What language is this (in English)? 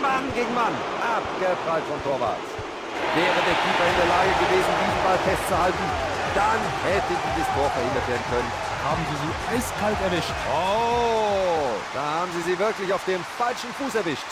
Bavarian